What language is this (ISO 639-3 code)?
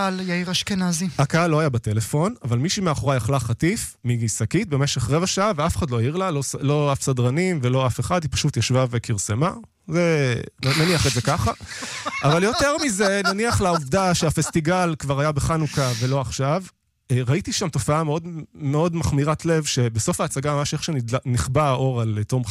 heb